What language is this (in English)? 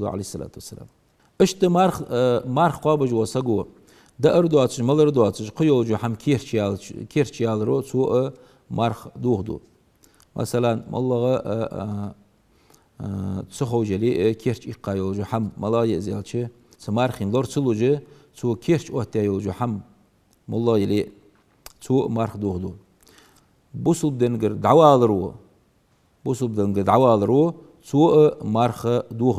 Ingush